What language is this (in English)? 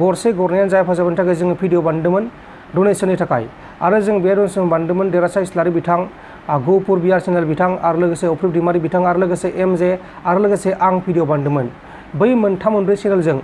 Bodo